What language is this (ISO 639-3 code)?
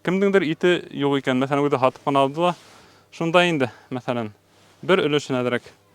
bak